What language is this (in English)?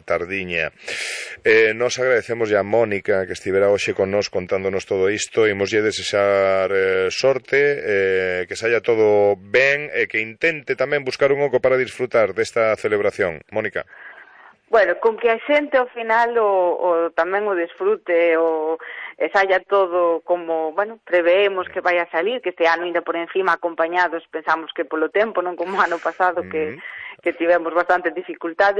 Galician